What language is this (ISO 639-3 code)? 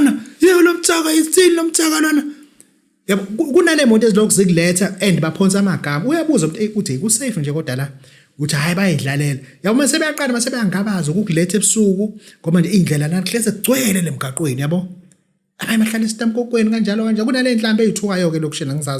zul